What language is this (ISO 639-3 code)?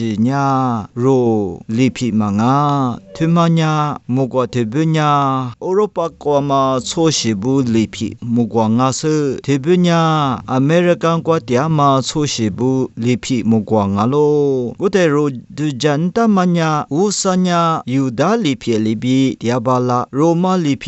lis